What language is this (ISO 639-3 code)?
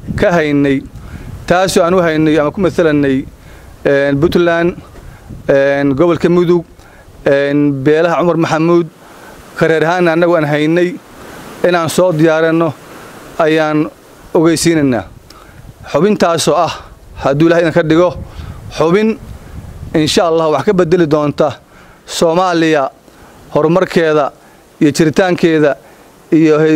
som